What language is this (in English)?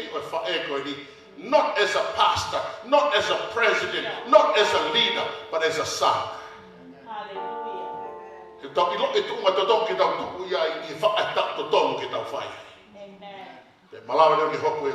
Tongan